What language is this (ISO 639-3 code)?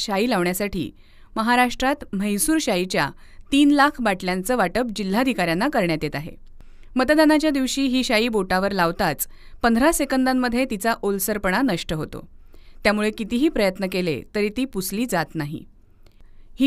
mar